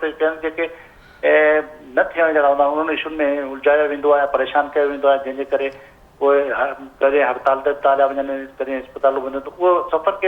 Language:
Sindhi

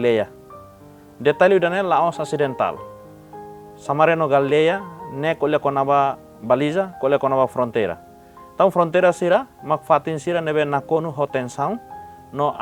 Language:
Tetum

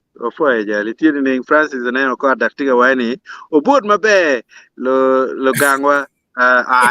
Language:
Acoli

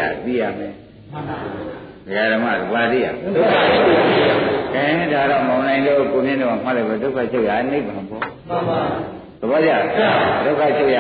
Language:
Burmese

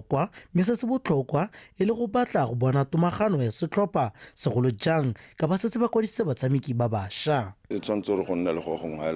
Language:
Tswana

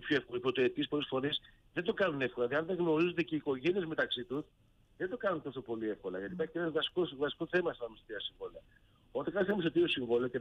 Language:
Greek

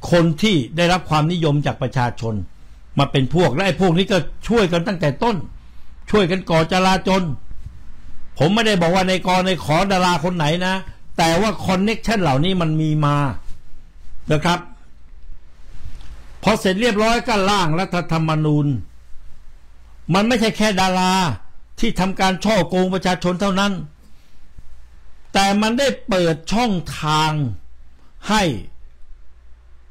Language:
Thai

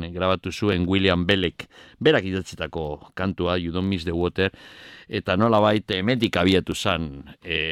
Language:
Basque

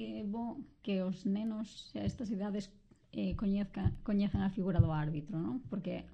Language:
Galician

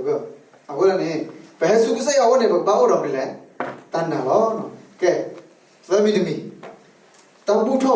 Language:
S'gaw Karen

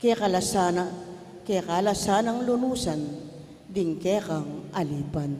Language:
Pampanga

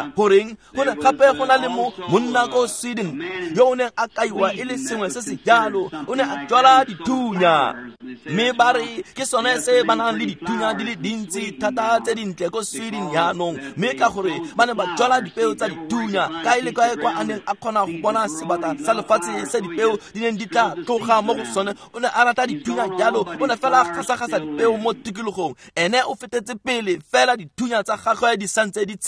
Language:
Tswana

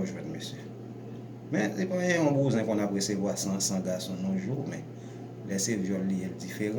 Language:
Haitian Creole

